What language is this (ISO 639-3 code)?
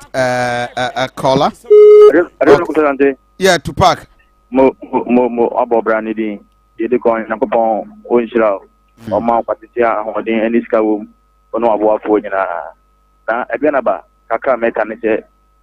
aka